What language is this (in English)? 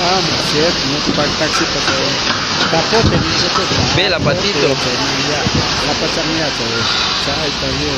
Ayacucho Quechua